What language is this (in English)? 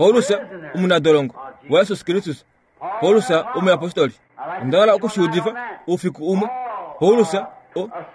Kuanyama